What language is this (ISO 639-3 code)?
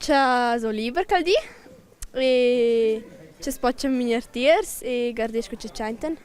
roh